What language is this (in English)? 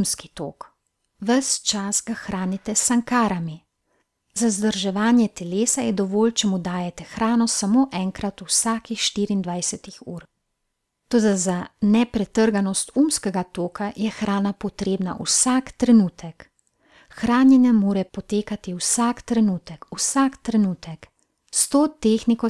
Slovenian